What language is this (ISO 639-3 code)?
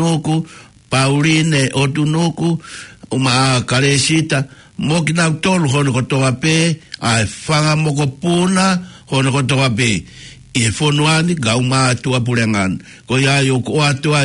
ton